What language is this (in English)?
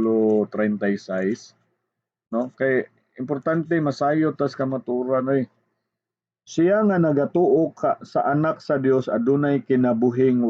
Cebuano